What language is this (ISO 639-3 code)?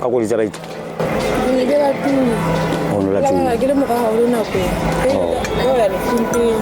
sot